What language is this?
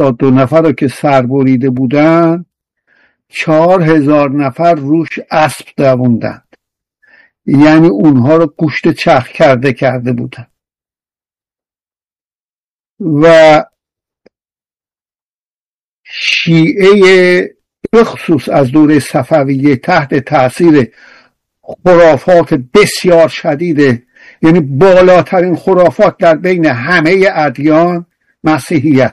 Persian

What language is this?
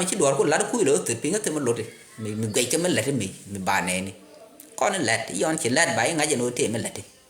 Nuer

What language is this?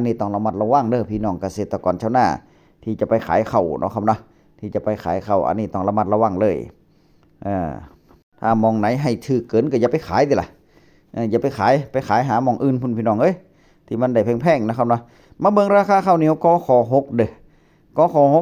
Northeastern Thai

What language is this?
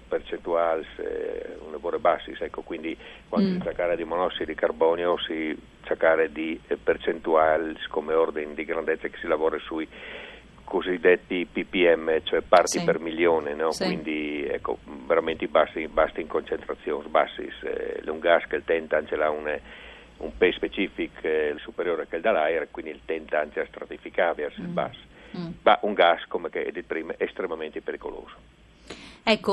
Friulian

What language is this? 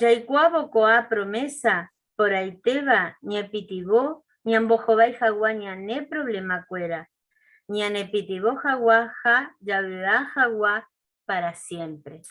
Guarani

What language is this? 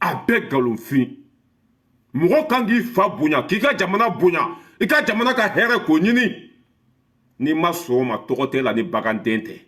Bambara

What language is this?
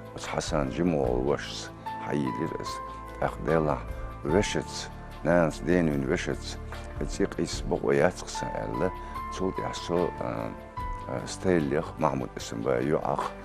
Chechen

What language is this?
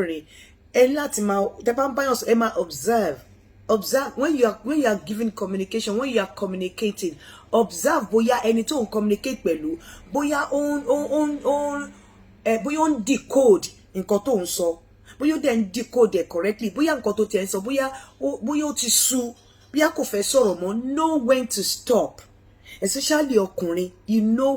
Yoruba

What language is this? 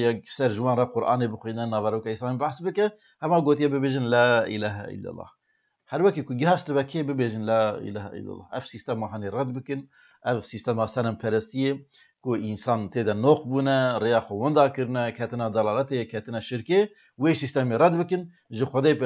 Kurdish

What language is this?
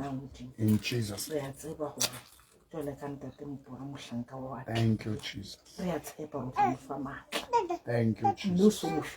Southern Sotho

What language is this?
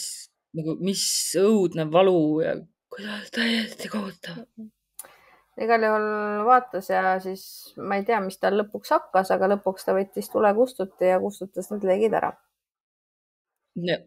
Estonian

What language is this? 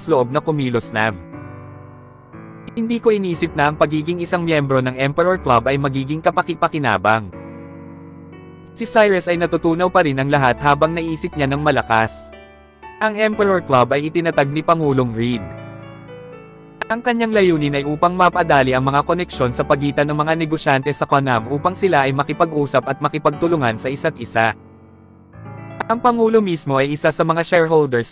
Filipino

